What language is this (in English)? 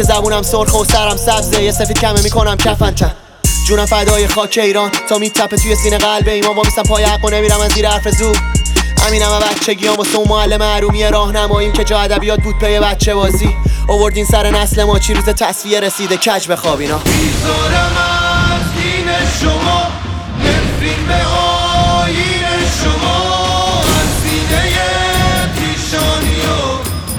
Persian